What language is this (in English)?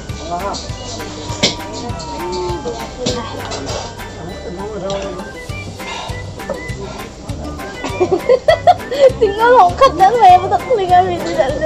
Malay